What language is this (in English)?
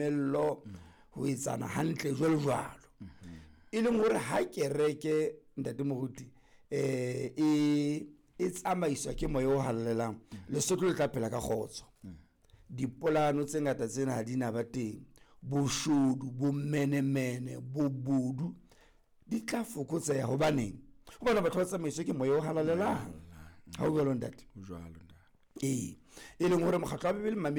Southern Sotho